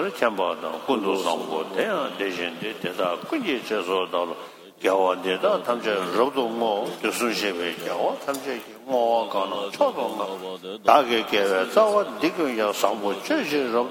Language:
Tibetan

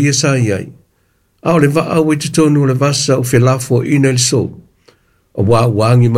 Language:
Samoan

